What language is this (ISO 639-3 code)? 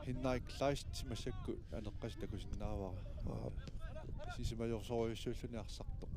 kal